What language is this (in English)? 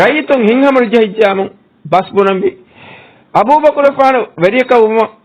Divehi